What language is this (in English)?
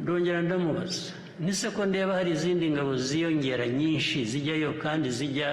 Kinyarwanda